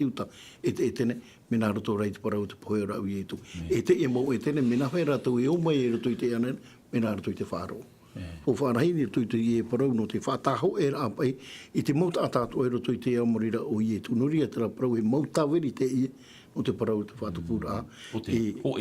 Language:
Tahitian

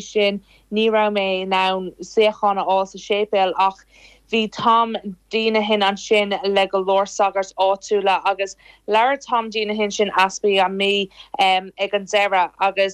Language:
Irish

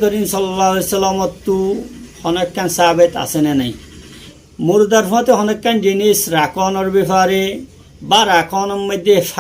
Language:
Rohingya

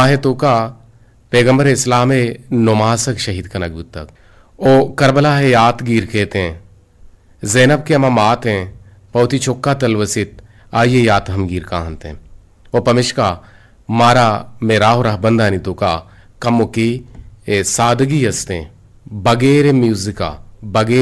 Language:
Eastern Balochi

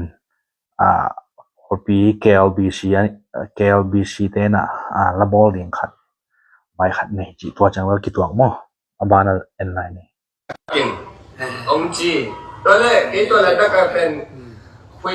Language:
Tedim Chin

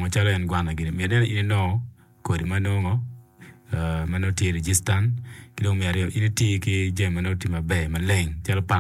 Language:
Acoli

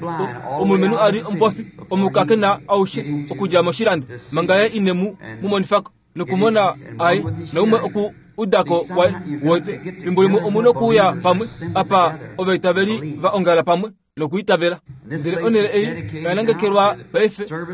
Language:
Kuanyama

